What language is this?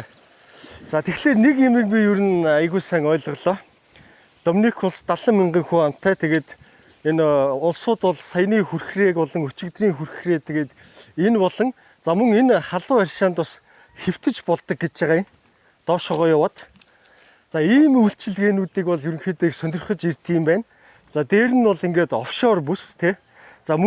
Mongolian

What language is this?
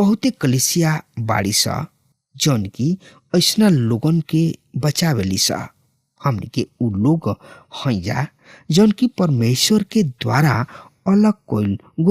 Bhojpuri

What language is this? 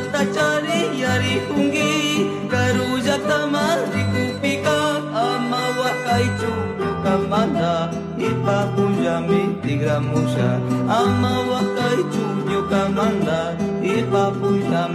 Hungarian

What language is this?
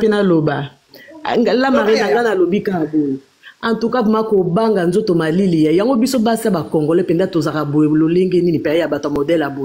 Lingala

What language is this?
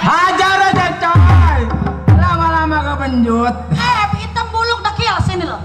Betawi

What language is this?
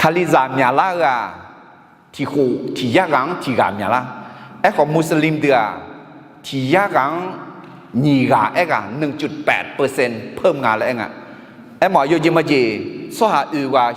Akha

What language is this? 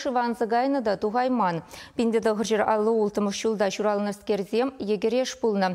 Chuvash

